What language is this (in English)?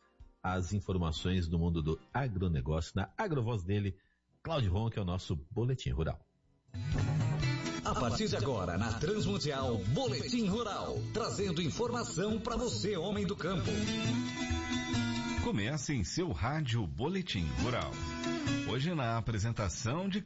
Portuguese